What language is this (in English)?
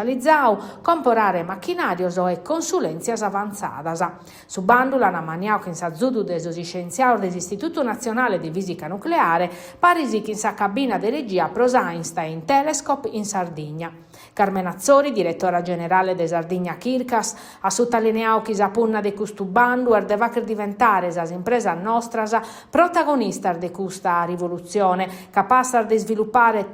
Sardinian